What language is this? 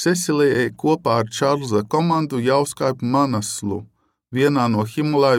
Latvian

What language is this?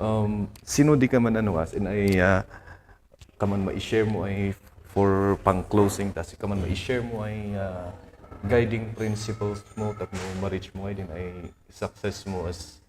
Kankanaey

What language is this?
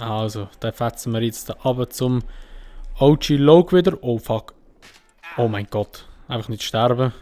Swiss German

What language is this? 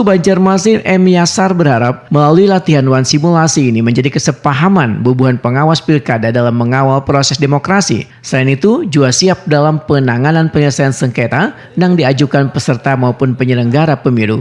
Banjar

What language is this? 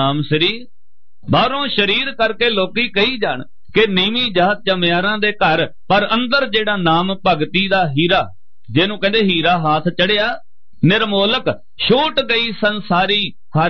Punjabi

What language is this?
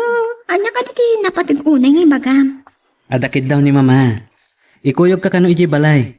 Iloko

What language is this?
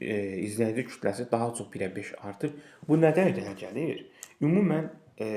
Azerbaijani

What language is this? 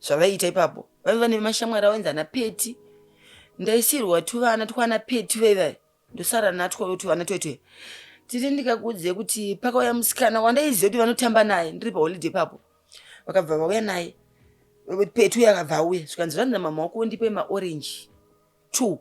Shona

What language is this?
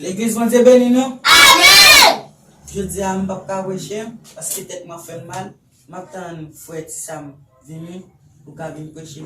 Haitian Creole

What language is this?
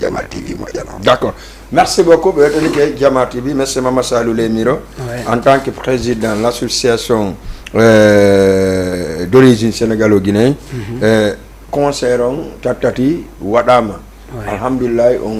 Fula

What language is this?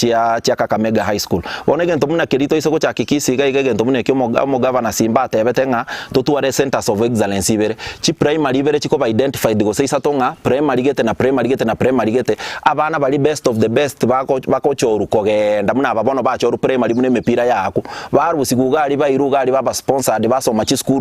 Gusii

